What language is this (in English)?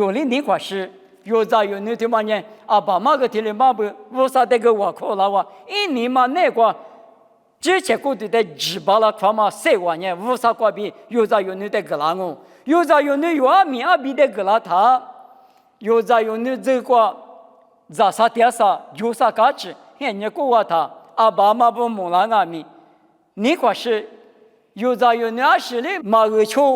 Lisu